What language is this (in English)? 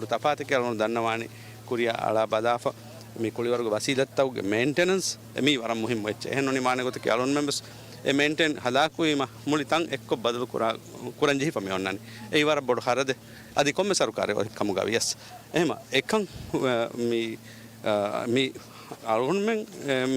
Divehi